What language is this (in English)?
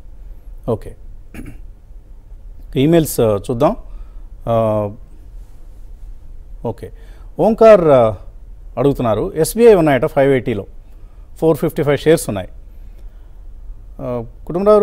Telugu